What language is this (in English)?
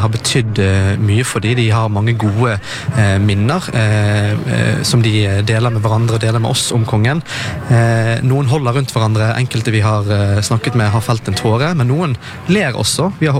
Norwegian